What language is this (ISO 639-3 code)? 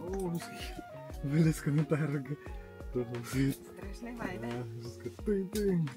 sah